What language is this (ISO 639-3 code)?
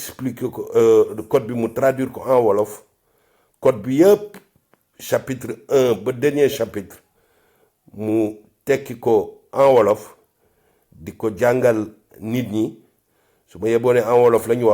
wol